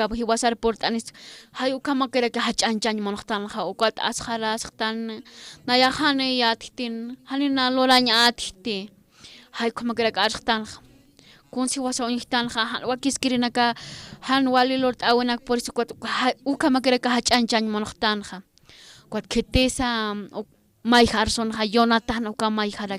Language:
Aymara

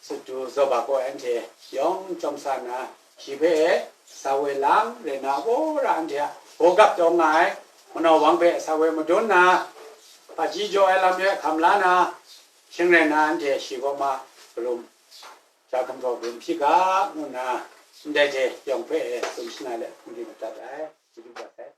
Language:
Kachin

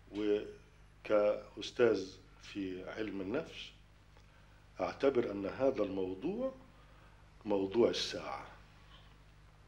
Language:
Egyptian Arabic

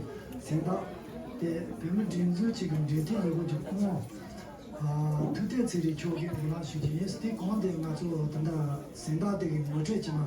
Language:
Tibetan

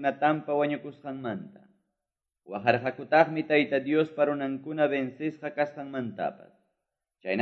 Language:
Quechua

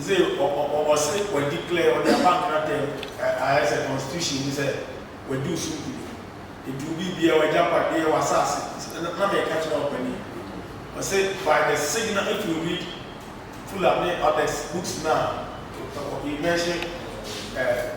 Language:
Akan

